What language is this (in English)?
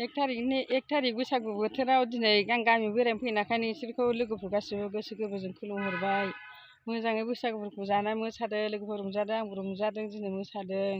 Bodo